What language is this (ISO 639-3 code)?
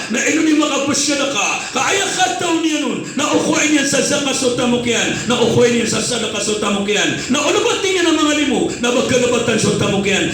mrw